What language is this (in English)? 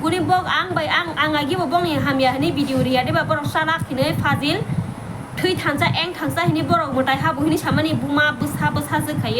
Kok Borok